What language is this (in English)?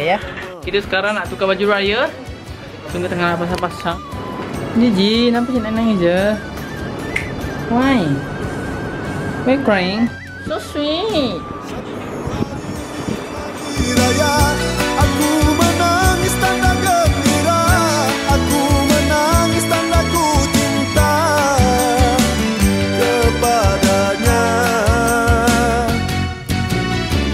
Malay